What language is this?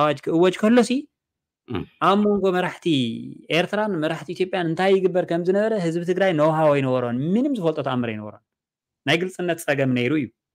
Tigrinya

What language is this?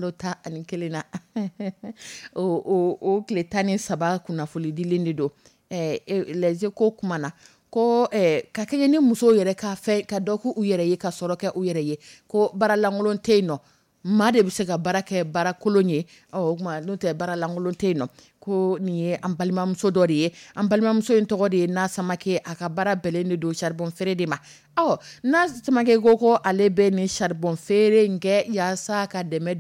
Dyula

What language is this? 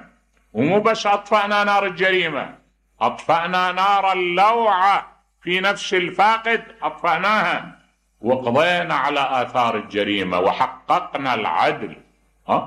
Mesopotamian Arabic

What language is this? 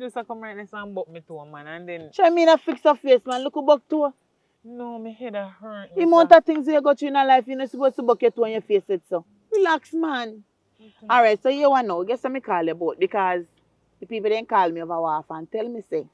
Jamaican Creole English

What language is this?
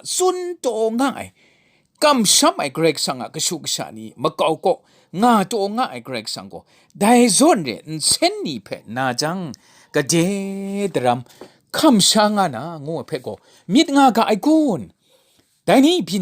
Kachin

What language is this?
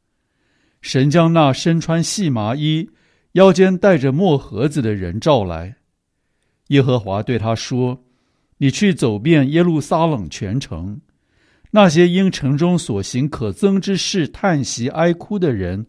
Chinese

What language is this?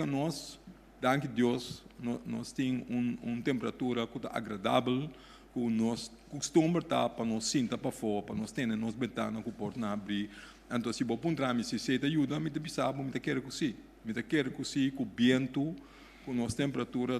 Papiamento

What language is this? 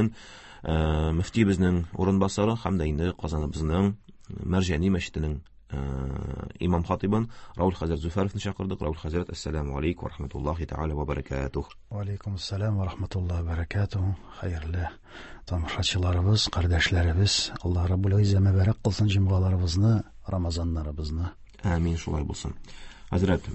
Tatar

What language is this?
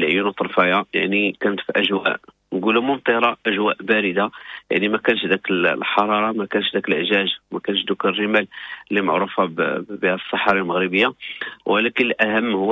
Moroccan Arabic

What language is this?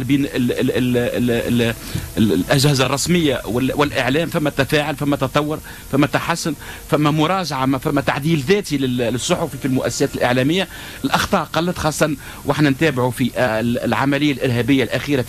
Tunisian Arabic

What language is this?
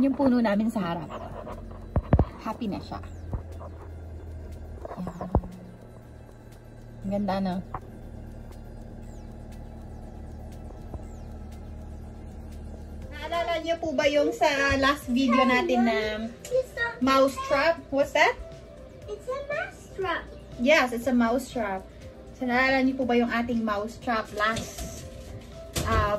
Filipino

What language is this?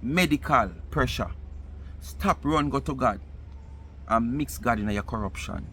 Jamaican Creole English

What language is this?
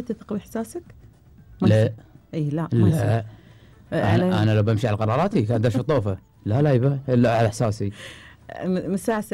Gulf Arabic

